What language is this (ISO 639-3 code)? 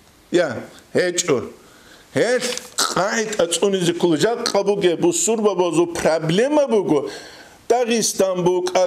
ava